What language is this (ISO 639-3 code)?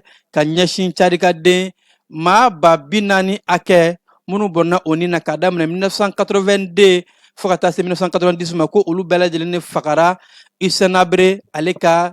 bam